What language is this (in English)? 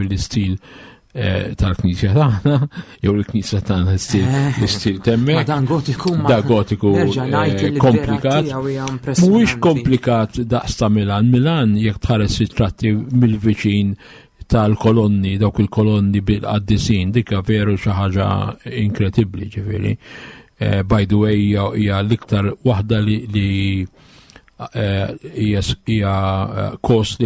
Maltese